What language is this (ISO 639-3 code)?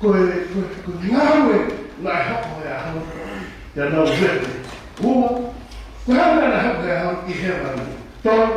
ton